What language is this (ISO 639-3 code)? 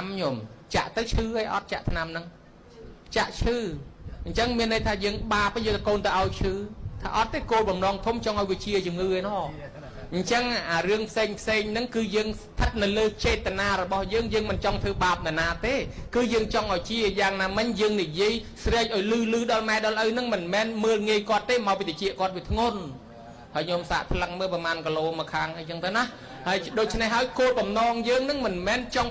khm